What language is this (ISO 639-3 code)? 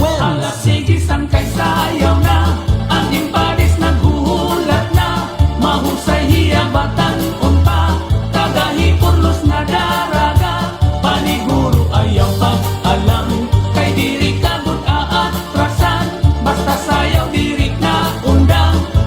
war